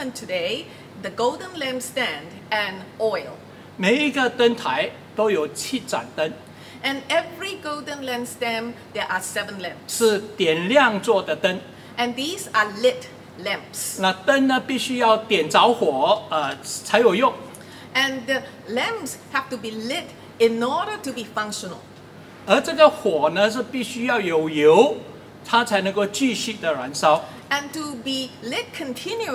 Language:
Chinese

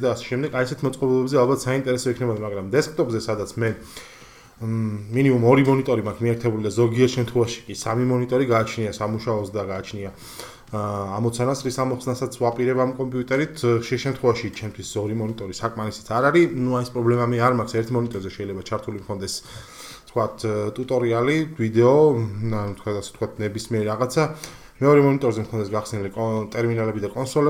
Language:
Georgian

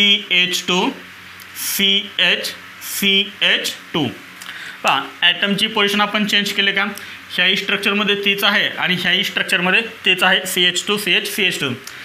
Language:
Marathi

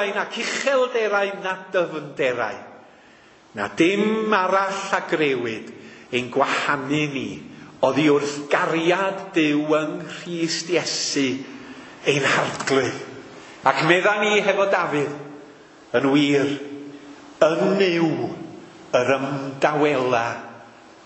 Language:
Welsh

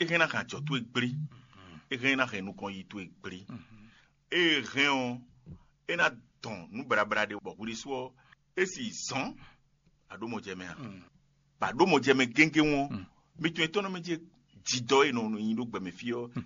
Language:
Fon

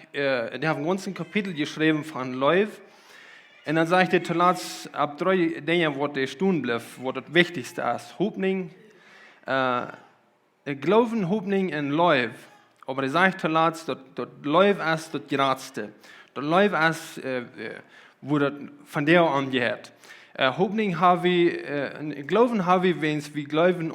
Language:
Plautdietsch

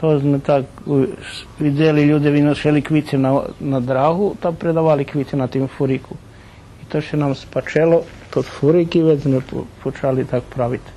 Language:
Rusyn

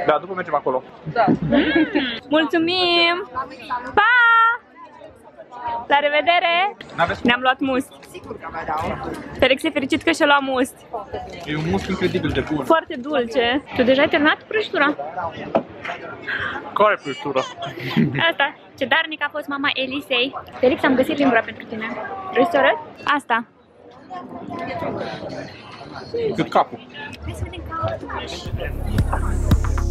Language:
Romanian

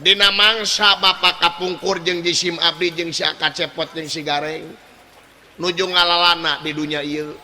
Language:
Sundanese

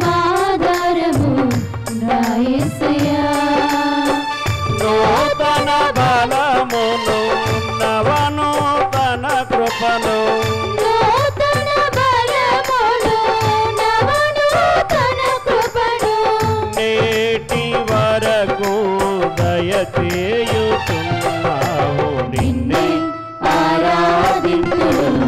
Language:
Telugu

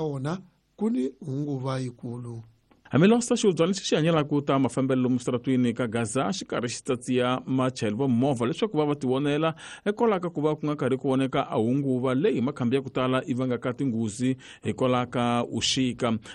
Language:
Tsonga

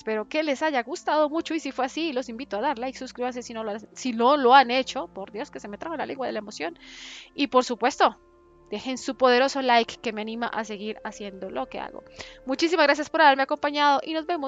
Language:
Spanish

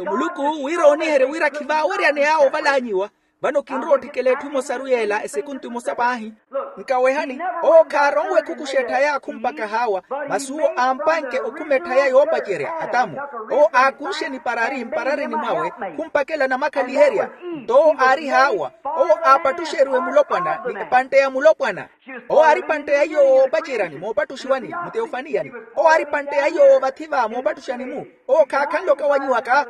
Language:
Makhuwa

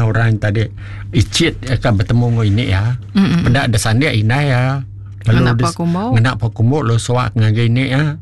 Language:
Iban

